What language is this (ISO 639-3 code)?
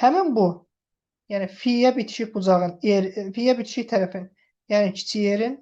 aze